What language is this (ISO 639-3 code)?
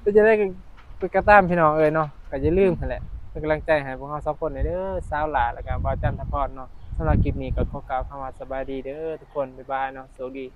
tts